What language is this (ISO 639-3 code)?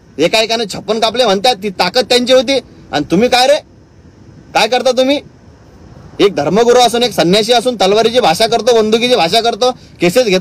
mar